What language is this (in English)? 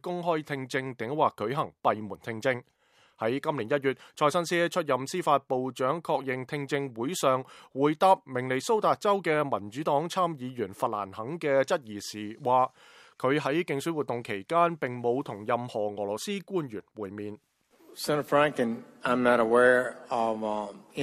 Cantonese